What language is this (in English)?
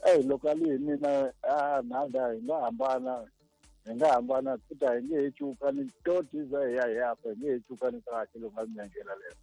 Tsonga